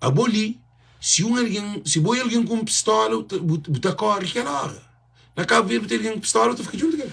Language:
Kabuverdianu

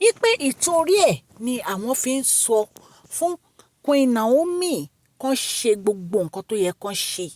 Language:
Yoruba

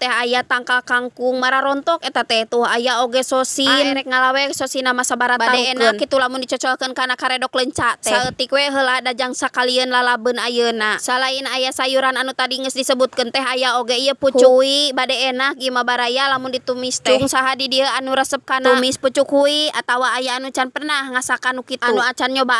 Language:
Sundanese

